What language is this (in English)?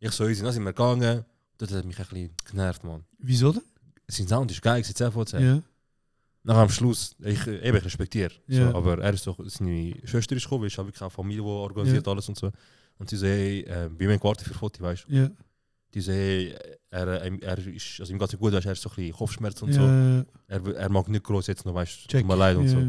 Swiss German